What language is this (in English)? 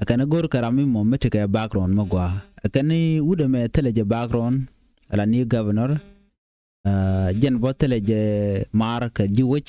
Nuer